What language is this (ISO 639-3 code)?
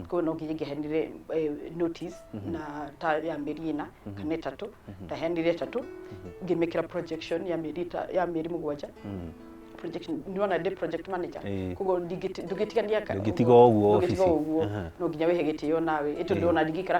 kik